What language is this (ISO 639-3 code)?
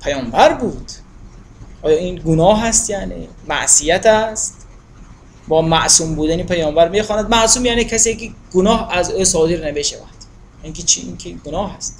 tgk